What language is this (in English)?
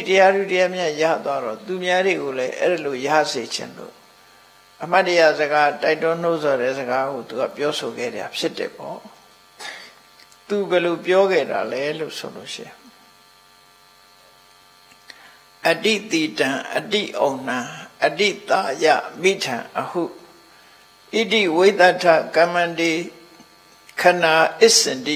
Burmese